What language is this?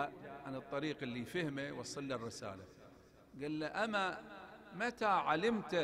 Arabic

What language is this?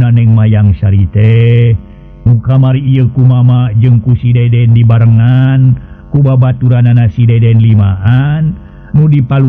Sundanese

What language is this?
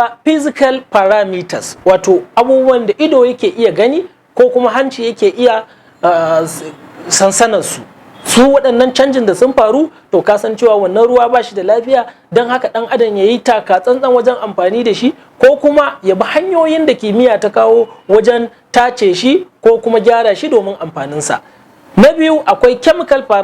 Hausa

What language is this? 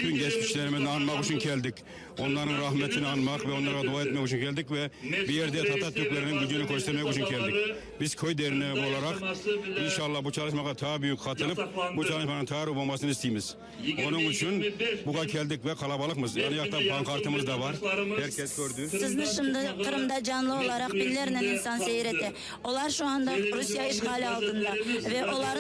Crimean Tatar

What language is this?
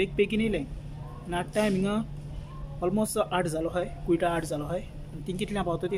Konkani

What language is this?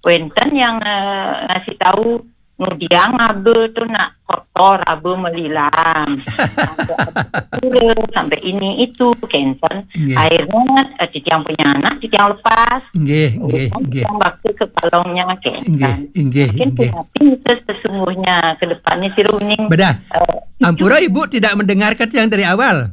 Balinese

